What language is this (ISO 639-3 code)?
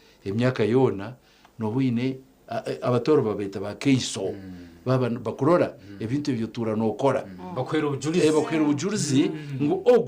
nyn